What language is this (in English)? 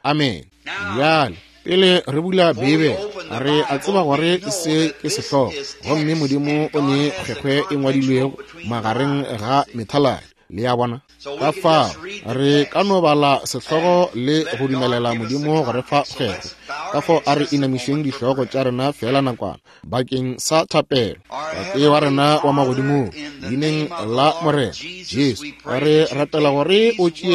Northern Sotho